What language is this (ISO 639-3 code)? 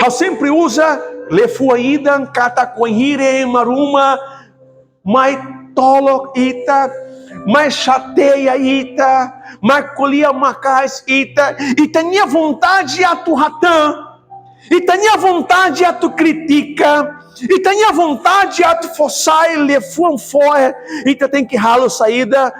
tet